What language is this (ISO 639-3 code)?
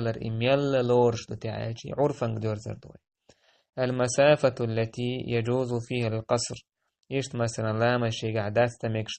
che